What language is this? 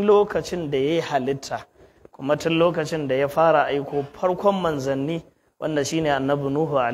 Hausa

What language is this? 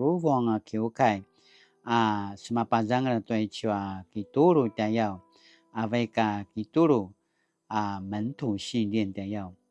Paiwan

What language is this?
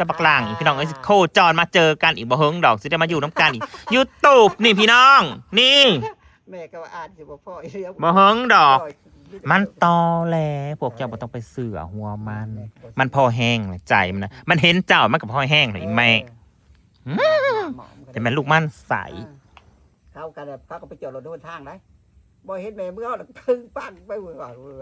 Northeastern Thai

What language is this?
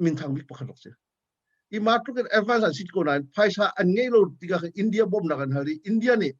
Hakha Chin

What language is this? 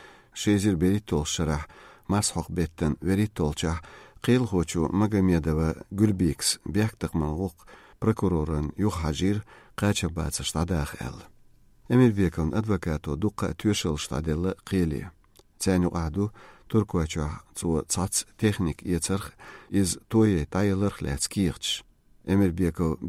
Chechen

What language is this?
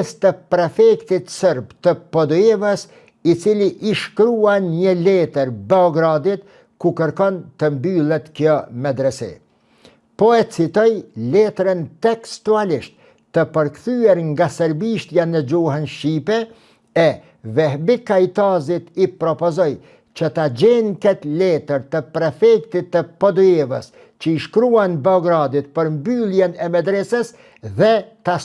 Albanian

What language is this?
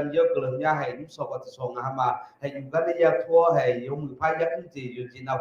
Akha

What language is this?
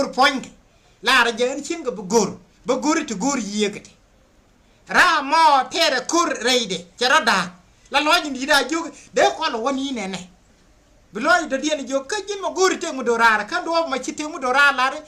Nuer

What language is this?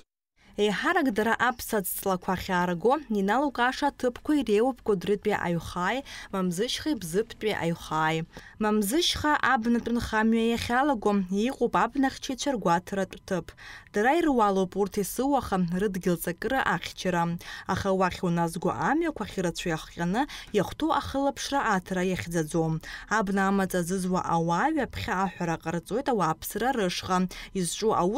Abkhazian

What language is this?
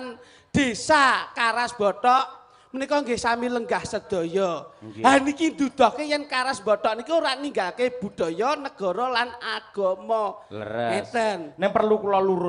Javanese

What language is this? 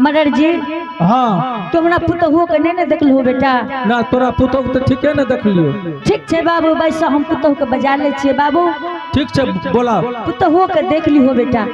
Angika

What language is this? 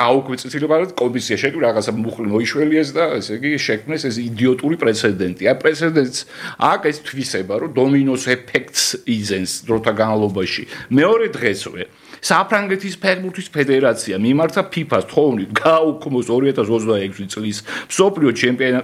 Georgian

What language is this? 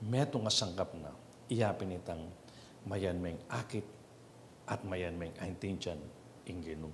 Pampanga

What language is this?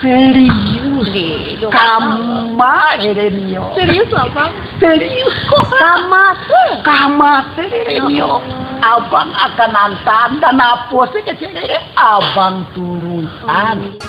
Minangkabau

